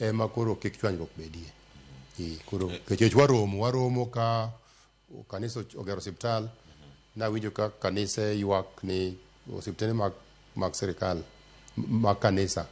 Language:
Luo (Kenya and Tanzania)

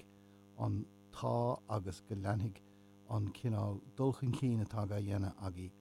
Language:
Irish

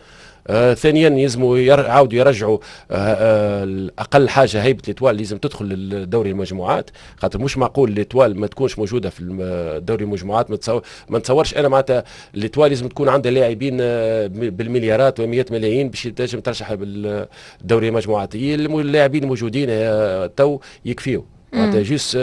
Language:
Tunisian Arabic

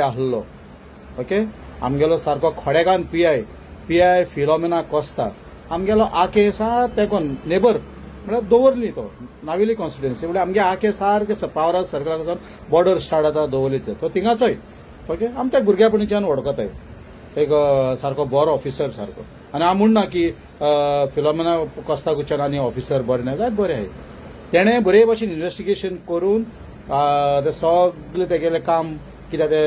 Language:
Konkani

